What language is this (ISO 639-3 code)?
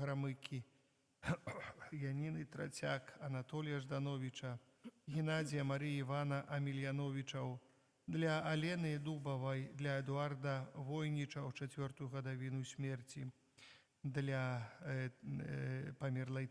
bel